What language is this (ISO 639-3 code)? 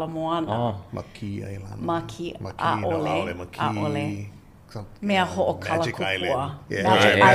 haw